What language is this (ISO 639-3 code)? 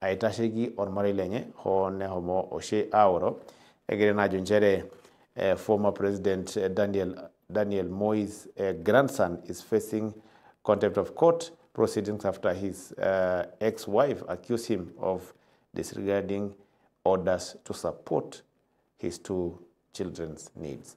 mas